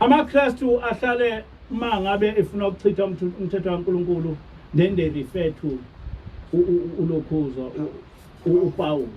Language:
Zulu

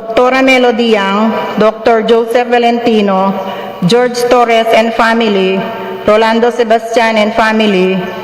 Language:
Pampanga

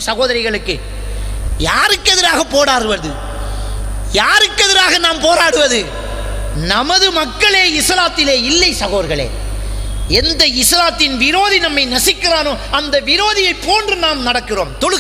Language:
Tamil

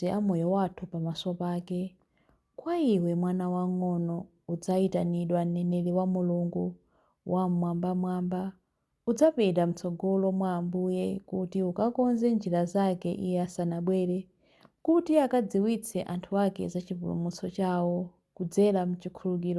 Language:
Nyanja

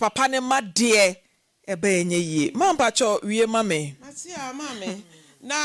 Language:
Akan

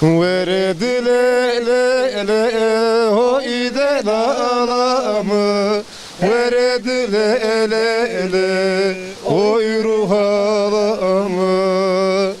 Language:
Zaza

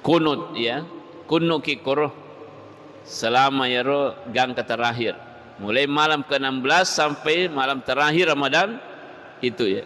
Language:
Buginese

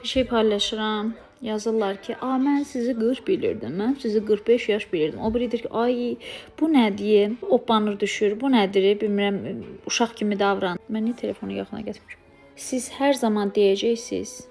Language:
Azerbaijani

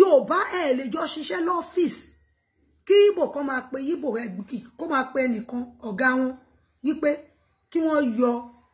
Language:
Yoruba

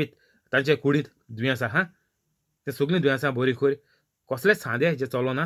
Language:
Konkani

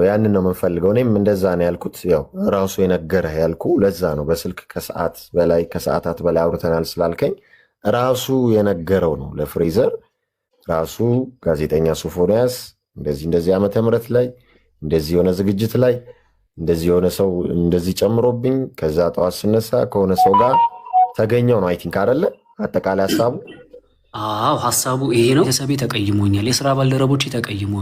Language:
Amharic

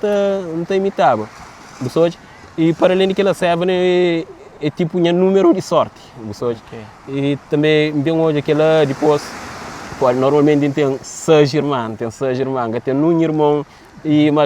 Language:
Kabuverdianu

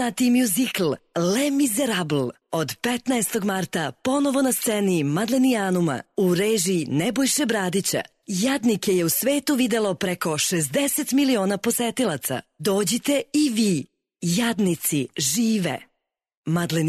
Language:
Serbian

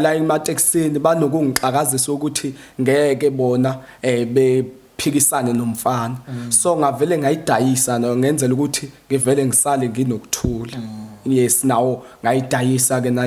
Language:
Zulu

